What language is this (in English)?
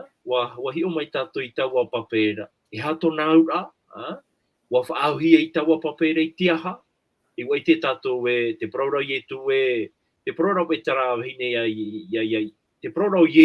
Tahitian